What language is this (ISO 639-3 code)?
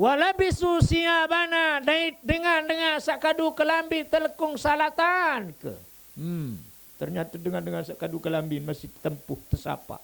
sas